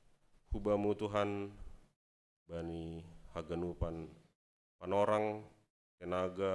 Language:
Batak Simalungun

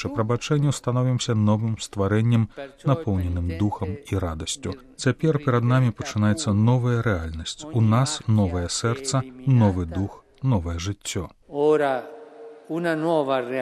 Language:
Belarusian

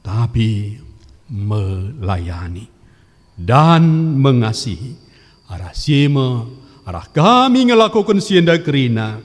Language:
Batak Karo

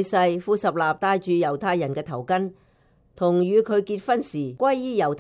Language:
Cantonese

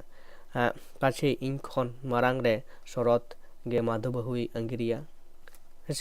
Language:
Santali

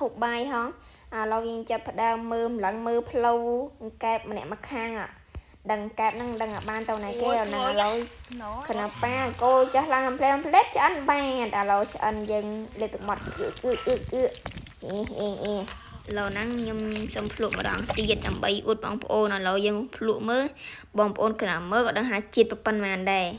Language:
Khmer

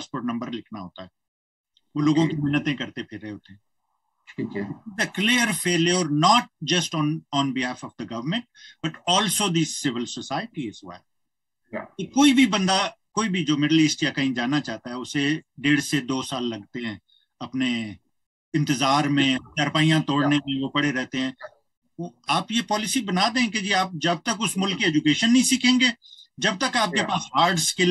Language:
Urdu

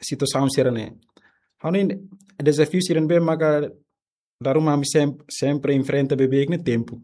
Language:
Tetum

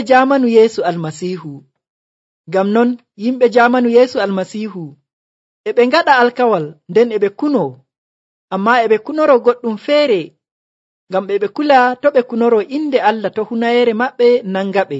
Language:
Nigerian Fulfulde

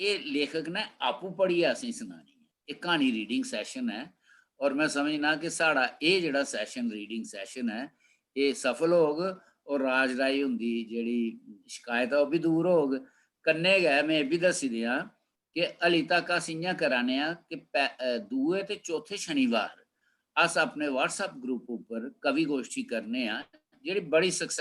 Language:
Dogri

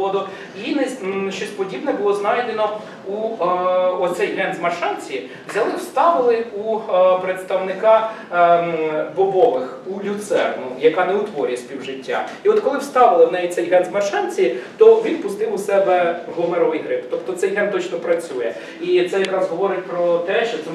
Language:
Ukrainian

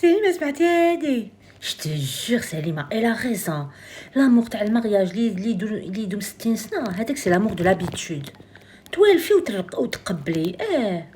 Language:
Algerian Arabic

